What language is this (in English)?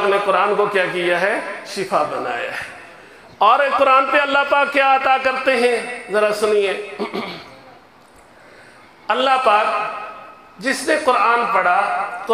Urdu